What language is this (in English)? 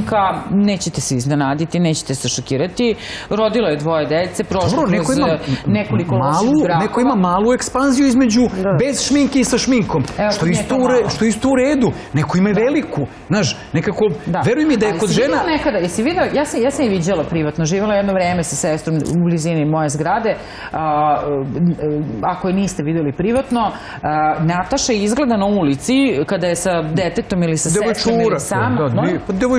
Serbian